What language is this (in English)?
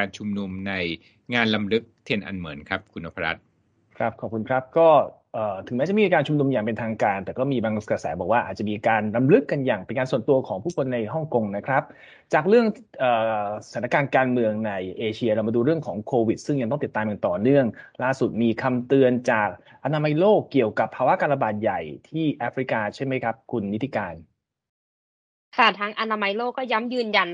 Thai